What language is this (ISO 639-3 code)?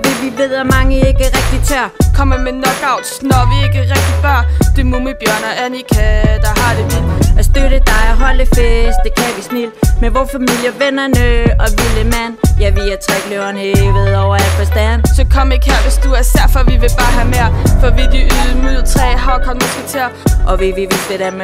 dan